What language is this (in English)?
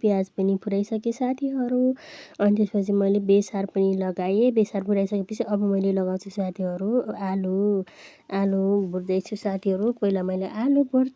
Nepali